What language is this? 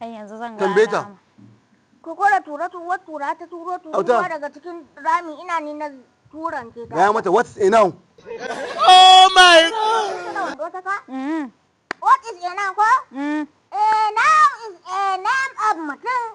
Hausa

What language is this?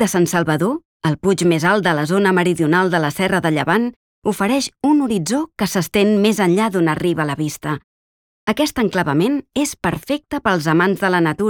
Catalan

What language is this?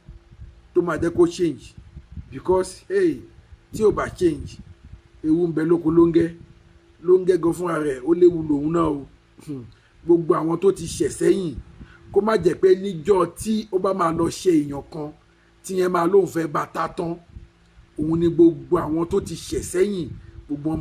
Yoruba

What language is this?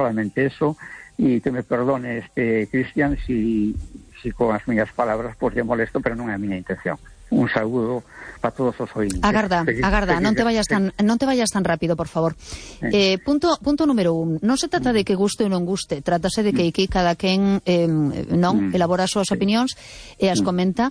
Galician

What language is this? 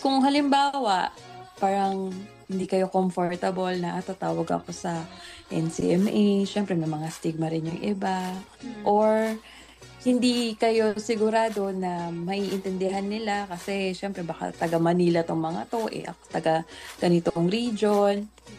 Filipino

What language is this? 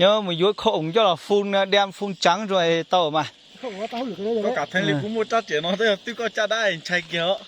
Hmong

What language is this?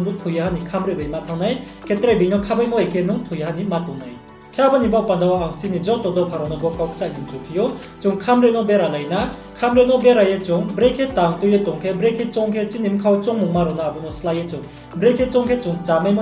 Riang (India)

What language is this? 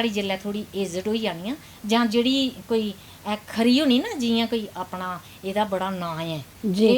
Dogri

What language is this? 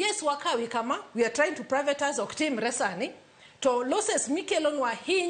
Luo (Kenya and Tanzania)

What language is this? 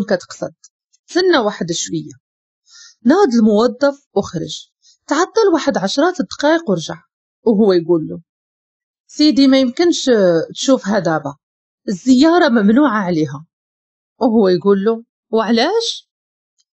Moroccan Arabic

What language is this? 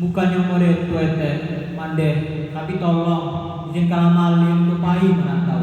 Minangkabau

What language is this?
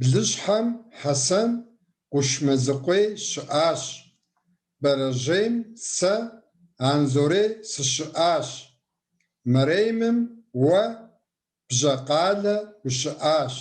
Kabardian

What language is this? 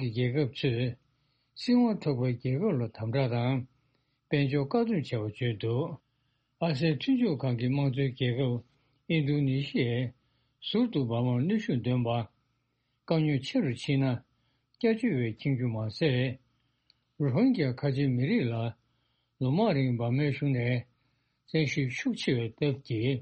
Tibetan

